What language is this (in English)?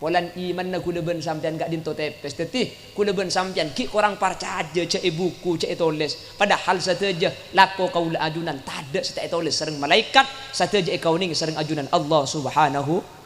Madurese